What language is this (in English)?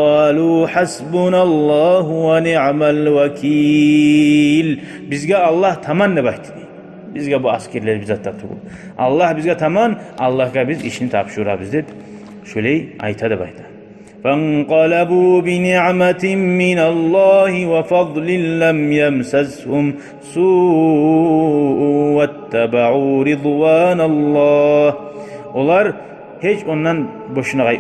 Kumyk